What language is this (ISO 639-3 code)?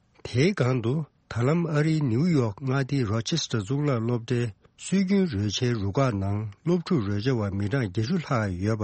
bod